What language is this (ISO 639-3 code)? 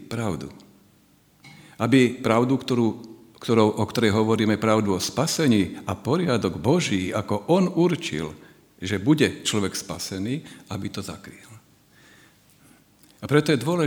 slk